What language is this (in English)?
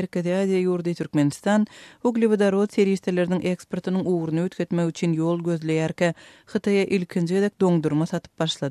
Turkmen